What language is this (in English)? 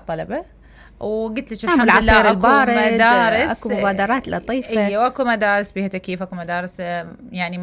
Mesopotamian Arabic